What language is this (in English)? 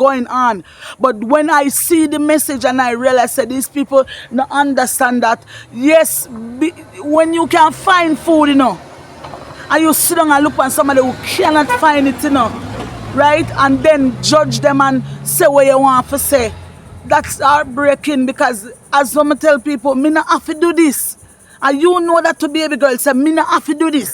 Jamaican Creole English